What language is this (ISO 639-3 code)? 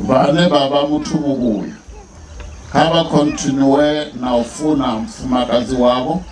ven